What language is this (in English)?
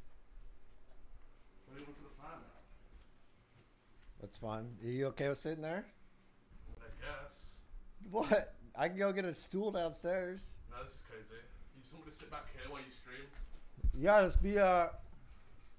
English